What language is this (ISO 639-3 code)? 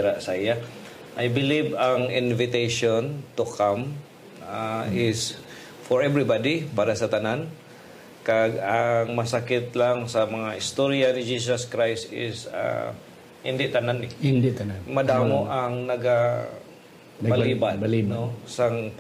hil